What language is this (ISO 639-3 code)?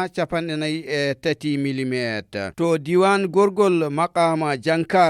ful